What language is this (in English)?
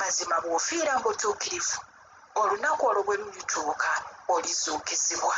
Ganda